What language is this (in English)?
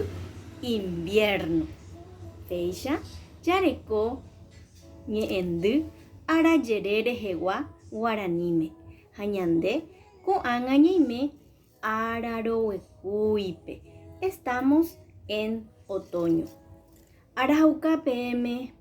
Guarani